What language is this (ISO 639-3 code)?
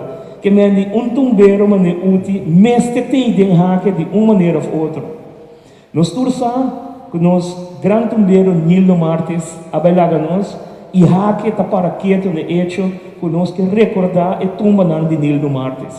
pap